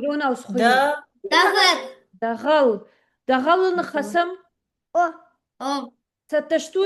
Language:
Ossetic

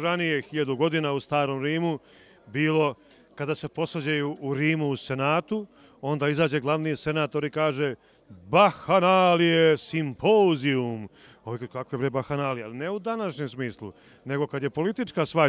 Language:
Serbian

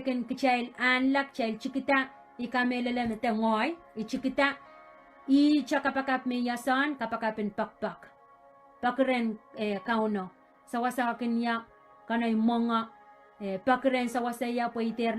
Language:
Pohnpeian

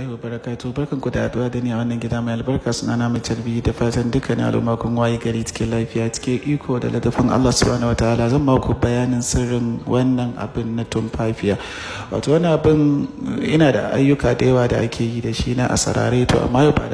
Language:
Hausa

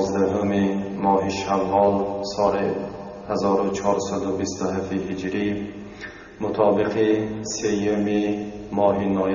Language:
Tajik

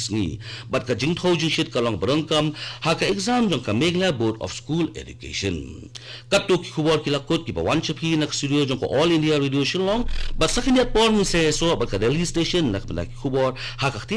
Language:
Khasi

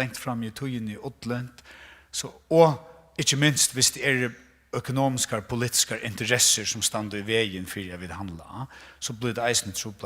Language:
Faroese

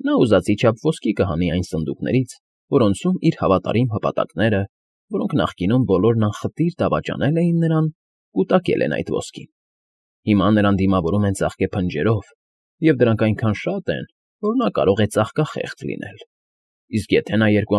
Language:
Armenian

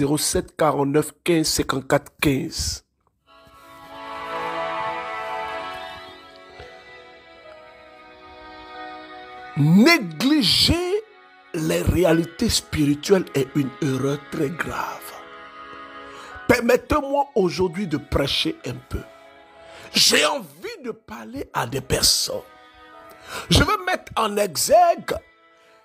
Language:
French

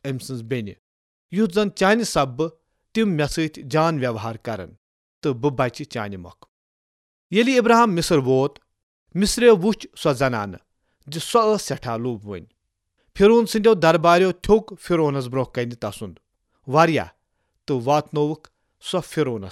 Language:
Kashmiri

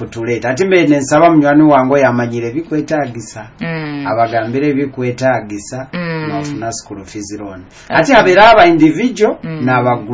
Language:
Nyoro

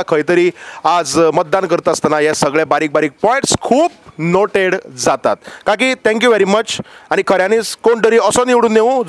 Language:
Konkani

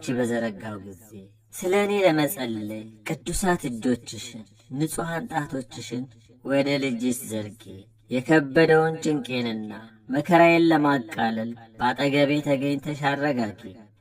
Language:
Amharic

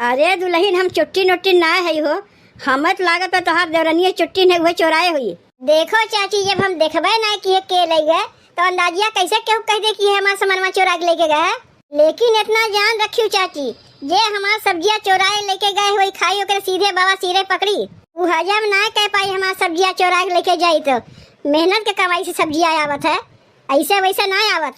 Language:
Awadhi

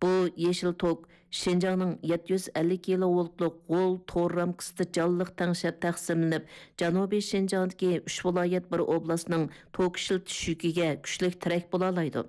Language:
Uyghur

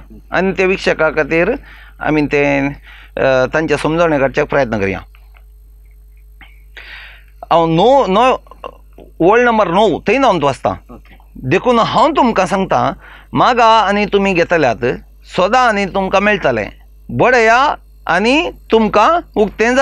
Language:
Konkani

